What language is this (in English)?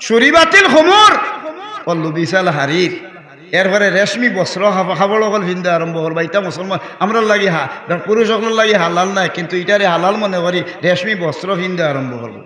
Sylheti